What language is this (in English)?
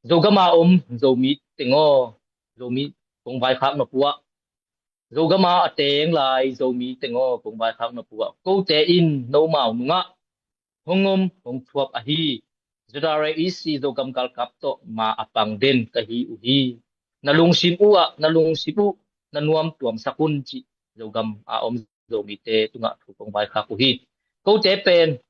Tedim Chin